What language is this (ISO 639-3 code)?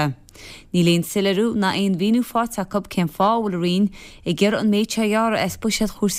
gle